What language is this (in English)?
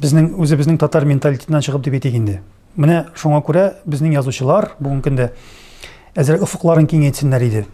Tatar